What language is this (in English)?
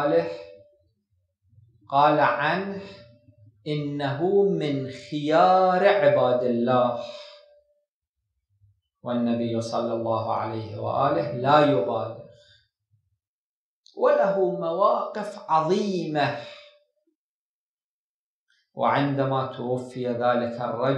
Arabic